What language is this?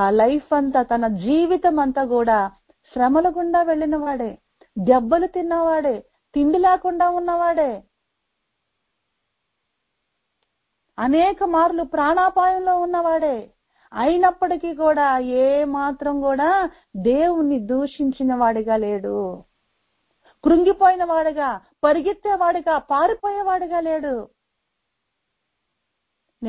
Telugu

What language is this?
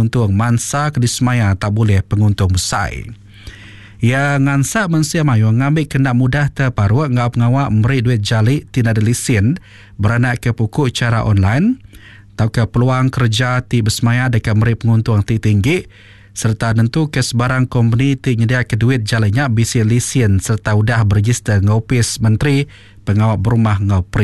Iban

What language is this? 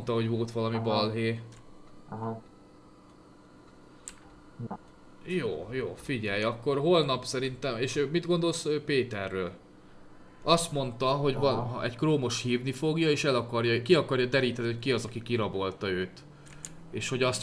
Hungarian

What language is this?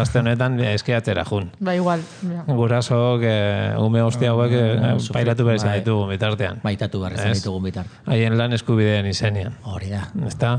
Basque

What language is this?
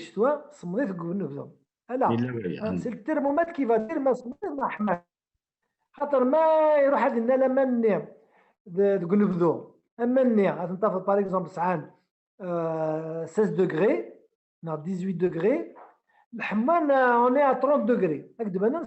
Kabyle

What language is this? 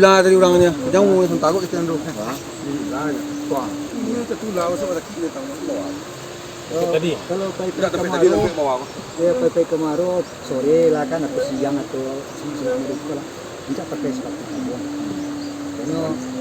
Minangkabau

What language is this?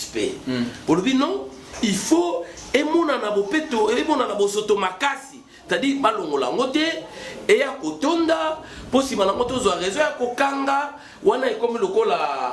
Lingala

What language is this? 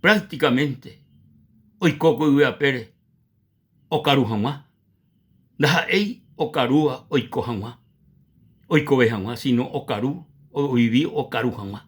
Guarani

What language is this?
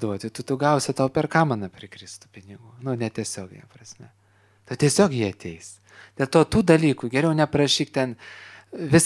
Lithuanian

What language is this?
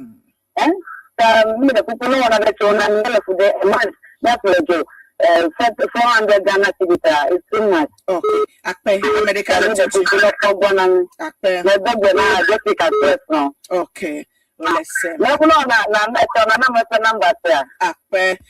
Ewe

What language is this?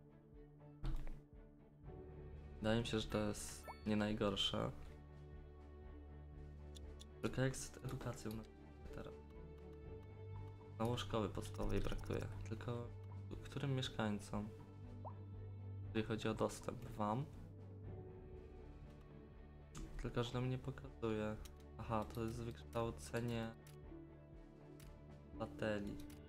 Polish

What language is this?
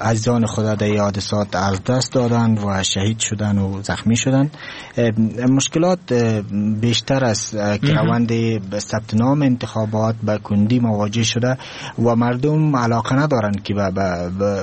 Persian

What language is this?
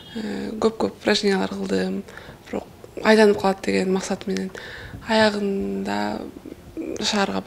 Kyrgyz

